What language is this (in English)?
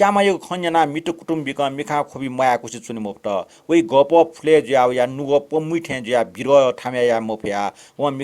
Newari